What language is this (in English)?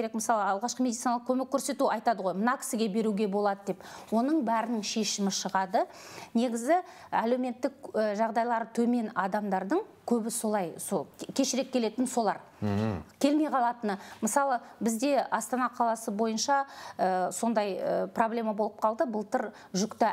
Kazakh